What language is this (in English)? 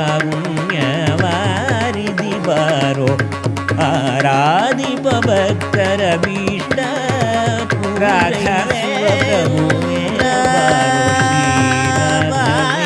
Kannada